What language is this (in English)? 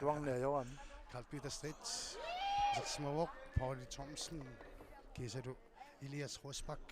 Kalaallisut